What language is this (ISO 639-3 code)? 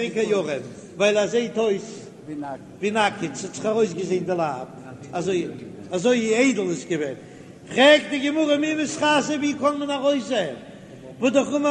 yid